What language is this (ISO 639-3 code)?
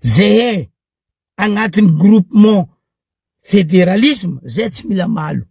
mlg